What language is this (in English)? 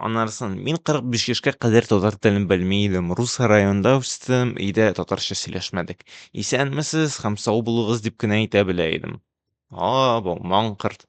Tatar